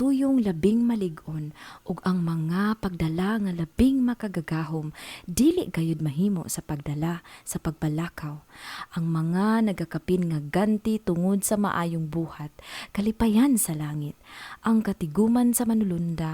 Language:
Cebuano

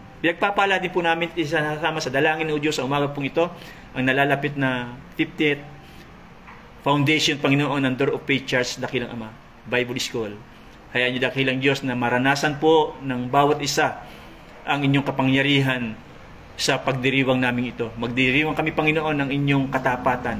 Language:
Filipino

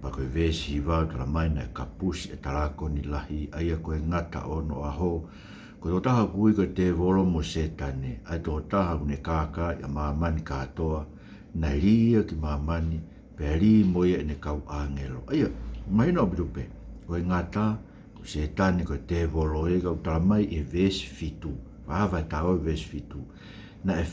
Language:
Tongan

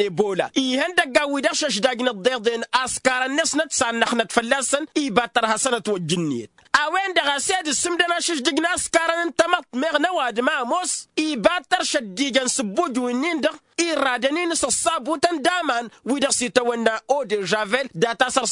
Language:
Tamasheq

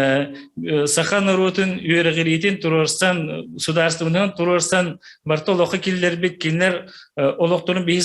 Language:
Yakut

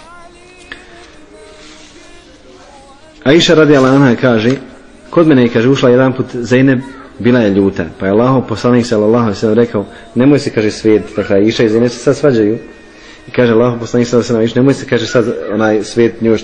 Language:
Bosnian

